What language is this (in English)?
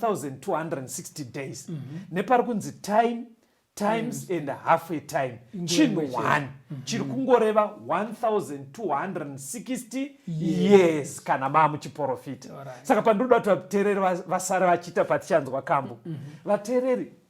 Shona